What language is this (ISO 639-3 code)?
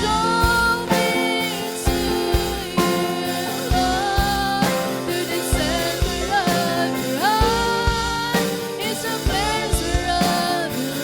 war